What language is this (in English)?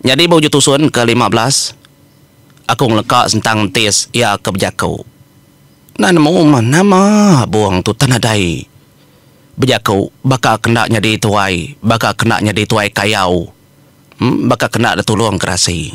Iban